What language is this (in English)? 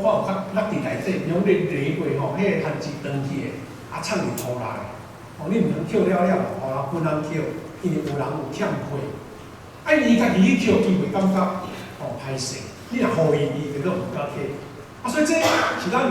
Min Nan Chinese